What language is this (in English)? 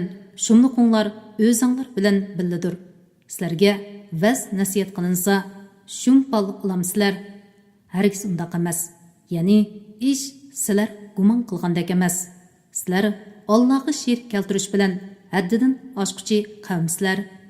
Uyghur